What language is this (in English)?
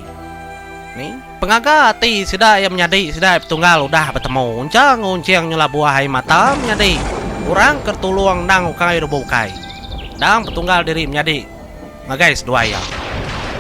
Iban